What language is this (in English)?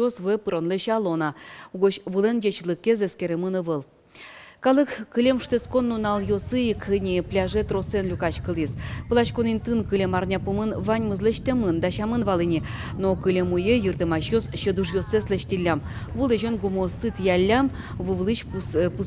Udmurt